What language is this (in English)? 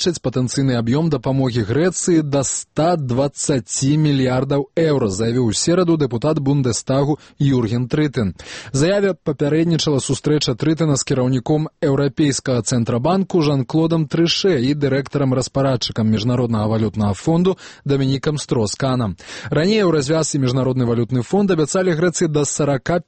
Belarusian